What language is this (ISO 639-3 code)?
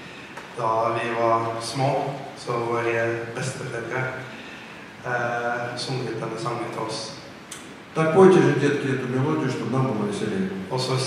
nor